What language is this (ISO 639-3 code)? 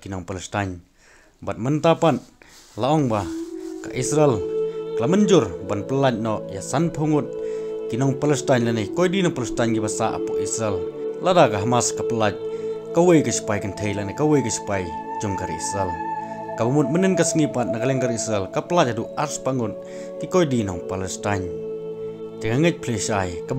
kha